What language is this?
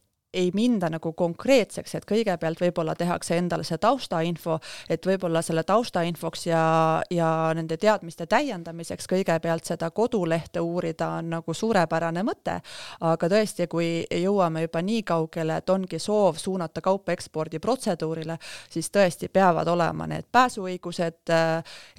Estonian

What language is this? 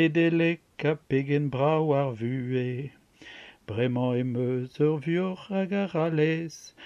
Breton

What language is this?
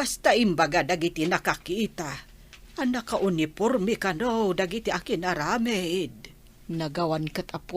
Iloko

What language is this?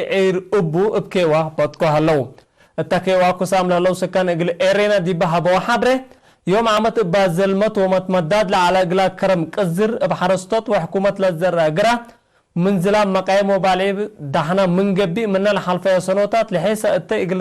Tigre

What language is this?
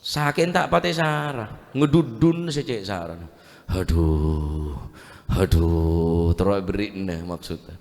Madurese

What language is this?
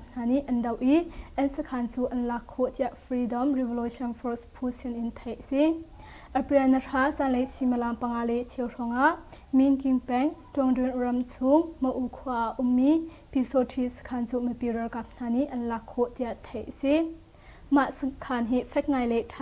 Hakha Chin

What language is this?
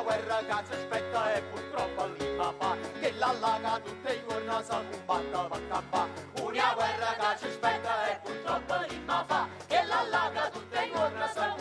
Neapolitan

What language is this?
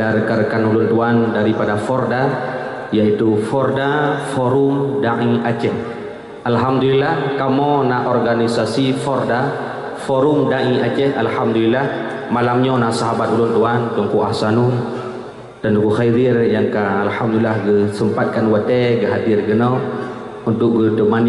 Achinese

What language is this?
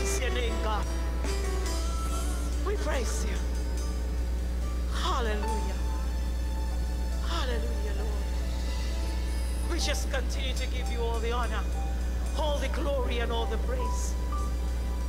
English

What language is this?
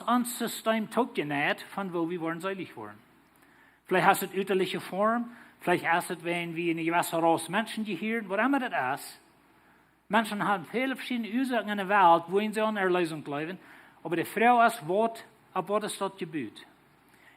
Plautdietsch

